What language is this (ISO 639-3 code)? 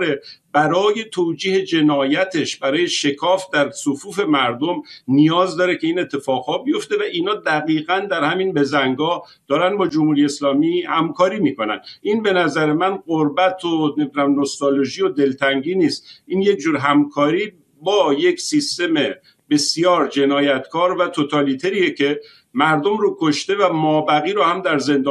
fas